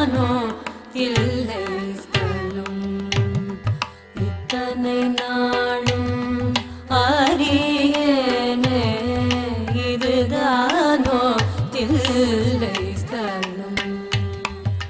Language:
Tamil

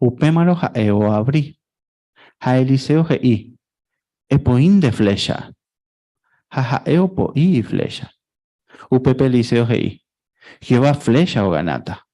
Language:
Guarani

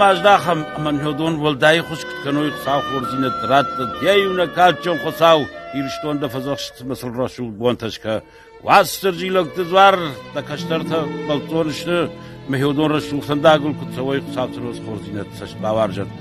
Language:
Ossetic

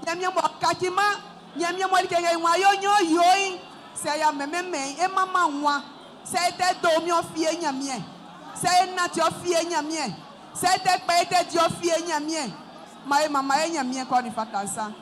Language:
Baoulé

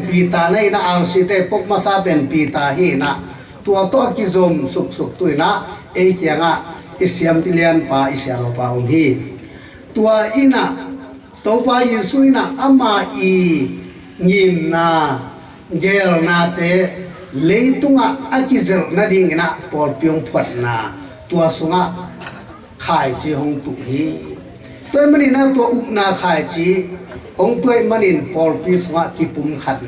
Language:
Tedim Chin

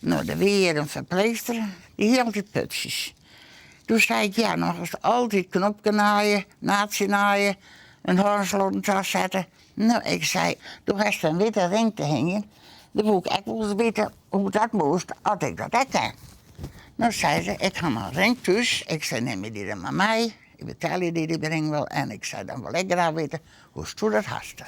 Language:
Western Frisian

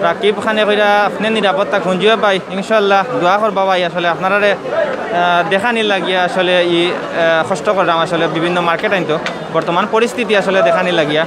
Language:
Sylheti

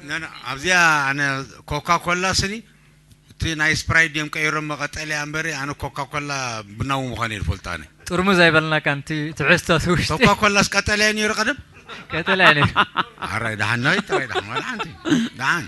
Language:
Tigrinya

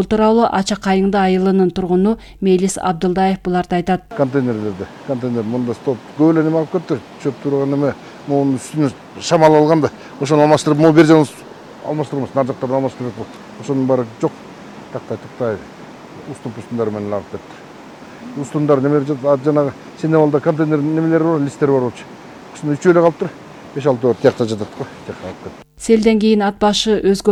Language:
Kyrgyz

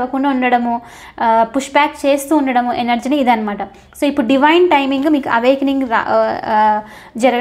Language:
Telugu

